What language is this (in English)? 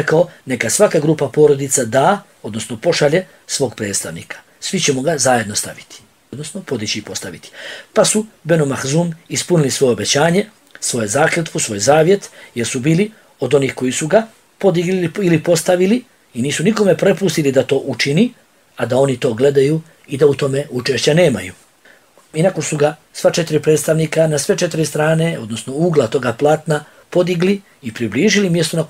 Bosnian